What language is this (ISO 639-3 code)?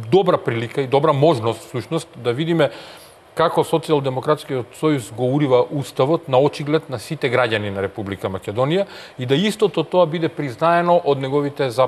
mkd